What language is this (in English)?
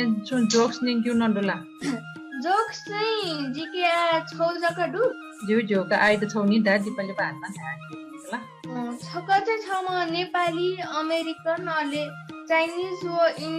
Newari